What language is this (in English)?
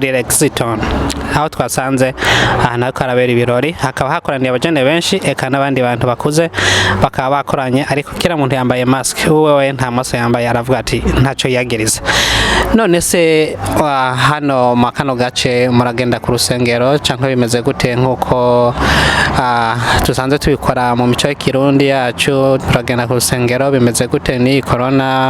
Rundi